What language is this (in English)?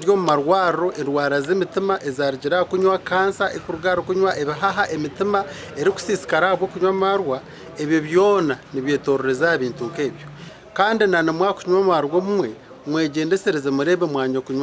Nyankole